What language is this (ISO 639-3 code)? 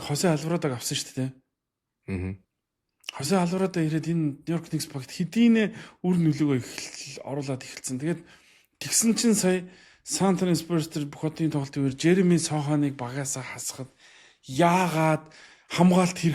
mon